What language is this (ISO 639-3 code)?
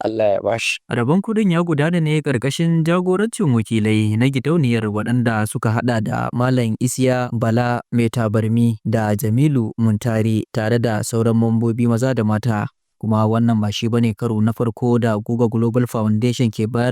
hau